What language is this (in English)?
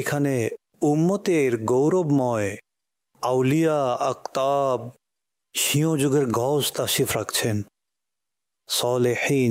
Bangla